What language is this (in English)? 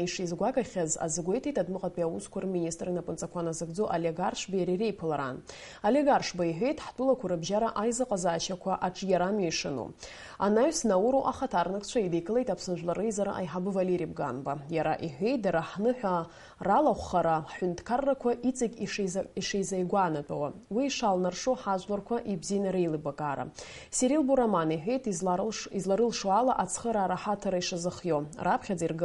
Abkhazian